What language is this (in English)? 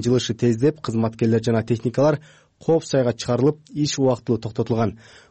Kyrgyz